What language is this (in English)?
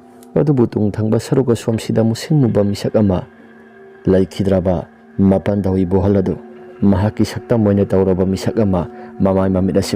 Manipuri